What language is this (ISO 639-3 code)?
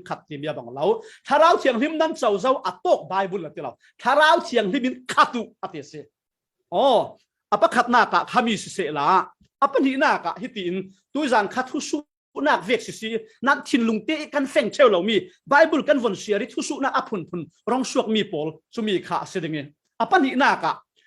cfm